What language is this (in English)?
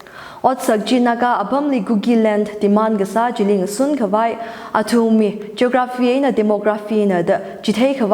Tangkhul Naga (India)